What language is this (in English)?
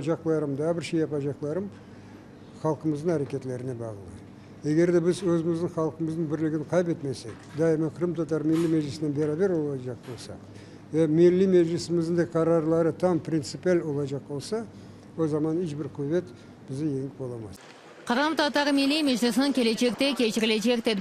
Crimean Tatar